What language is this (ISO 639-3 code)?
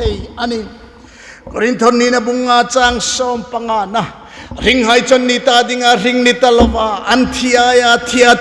hmr